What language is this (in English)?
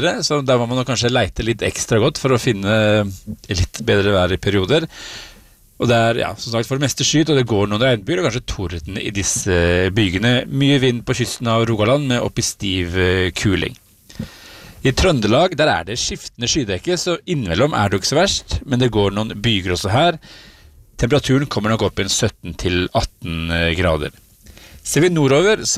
Norwegian